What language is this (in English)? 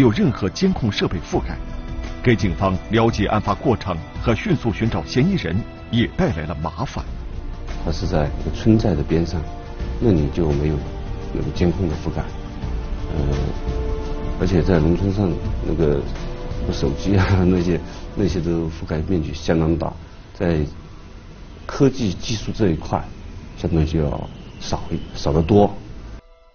Chinese